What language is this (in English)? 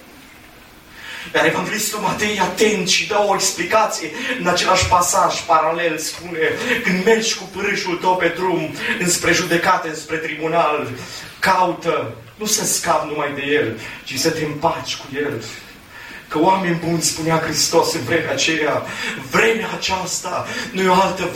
Romanian